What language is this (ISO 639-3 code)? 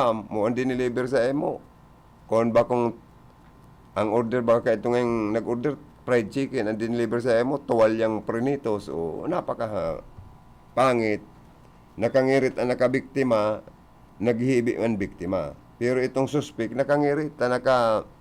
bik